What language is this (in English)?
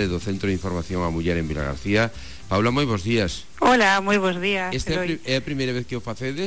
Galician